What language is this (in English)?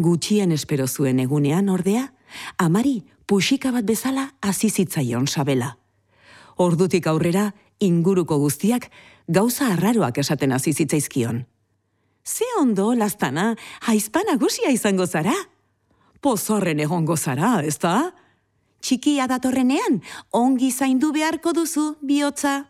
Basque